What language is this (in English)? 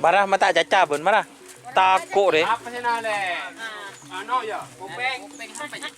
Madurese